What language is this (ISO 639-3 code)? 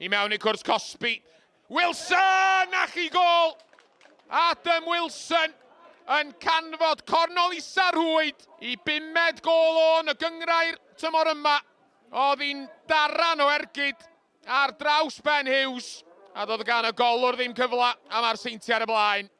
cym